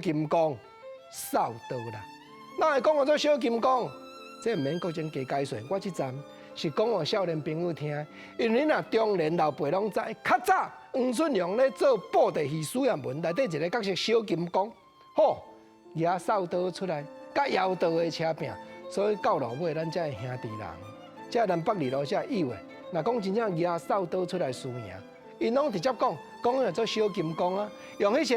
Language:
Min Nan Chinese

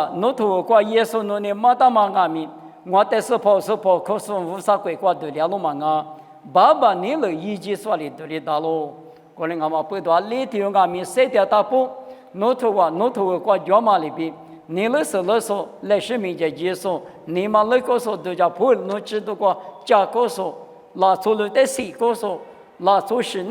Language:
Lisu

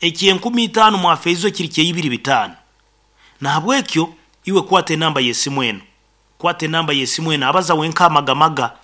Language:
Nyankole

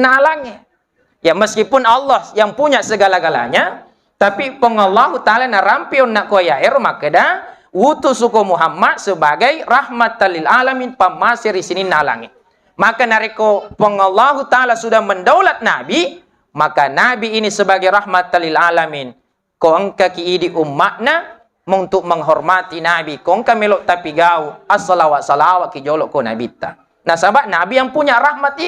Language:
Buginese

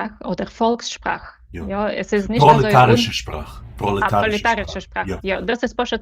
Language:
Yiddish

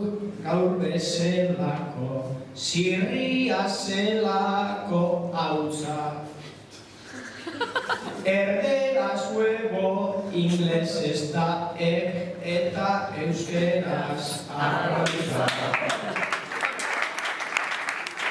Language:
Basque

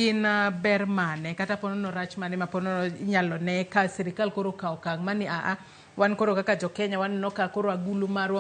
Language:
Luo (Kenya and Tanzania)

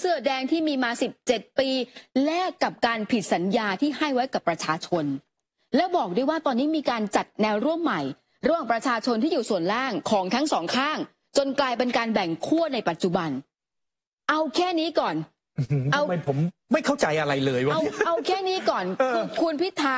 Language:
Thai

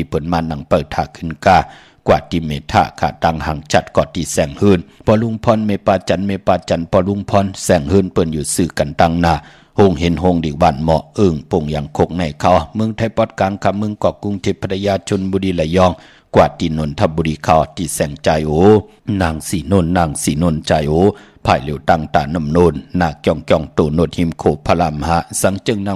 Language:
Shan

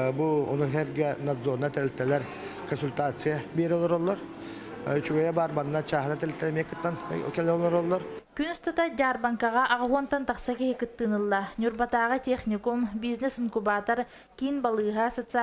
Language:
Yakut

